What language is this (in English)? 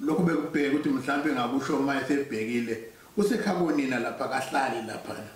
Zulu